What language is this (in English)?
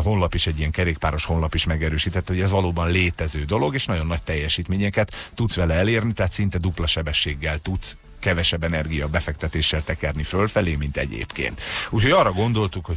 Hungarian